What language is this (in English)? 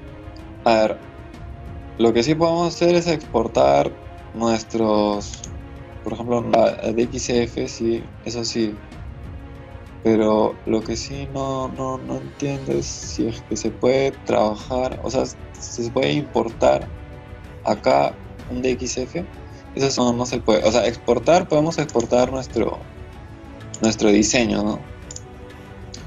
Spanish